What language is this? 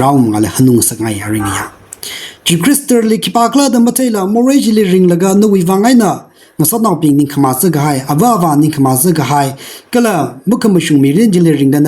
Tangkhul Naga (India)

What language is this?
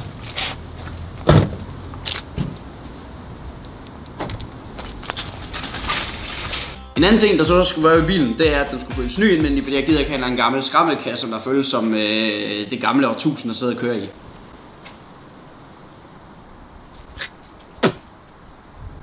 Danish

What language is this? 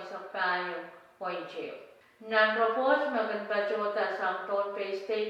Pohnpeian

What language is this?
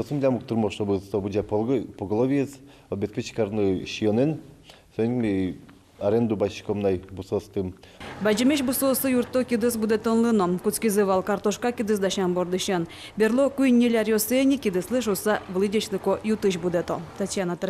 Udmurt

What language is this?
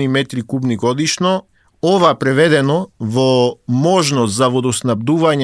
Macedonian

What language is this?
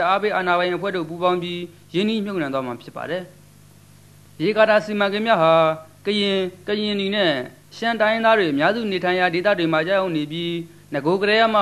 Burmese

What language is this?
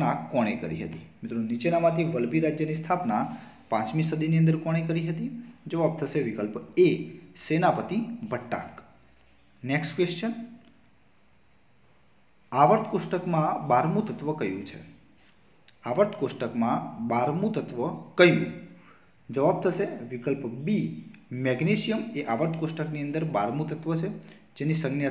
Gujarati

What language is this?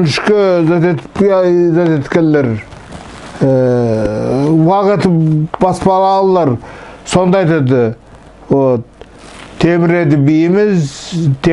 Nogai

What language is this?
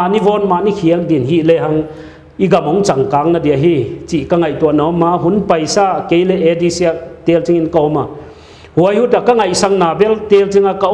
Paite Chin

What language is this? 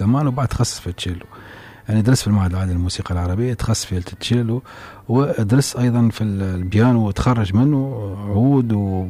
Tunisian Arabic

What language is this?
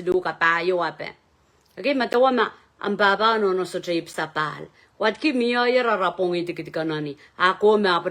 Pohnpeian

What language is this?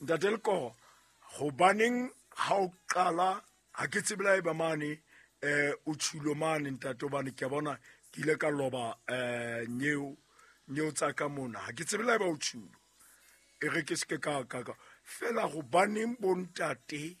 Southern Sotho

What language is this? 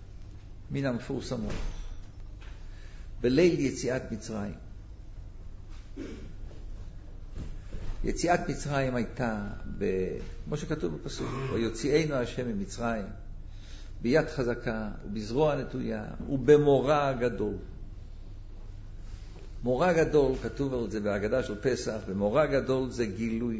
Hebrew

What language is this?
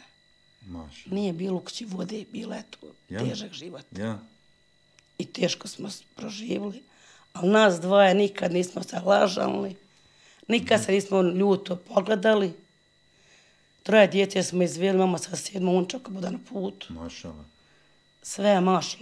Bosnian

